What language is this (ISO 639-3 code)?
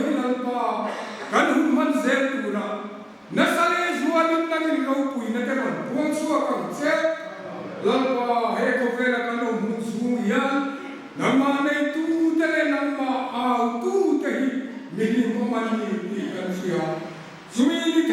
hmr